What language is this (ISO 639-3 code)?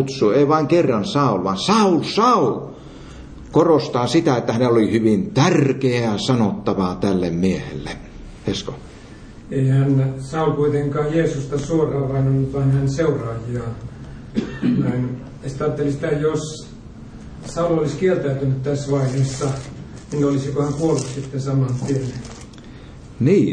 fin